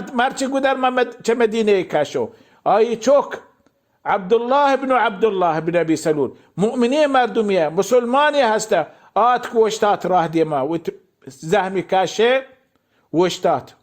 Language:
Baluchi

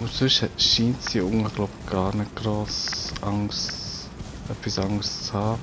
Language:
Swiss German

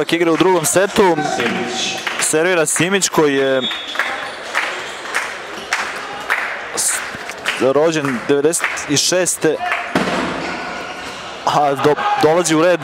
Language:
Serbian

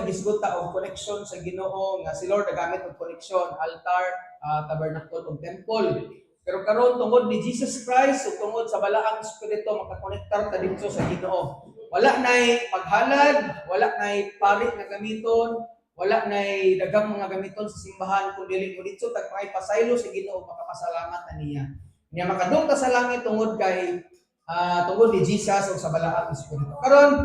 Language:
Cebuano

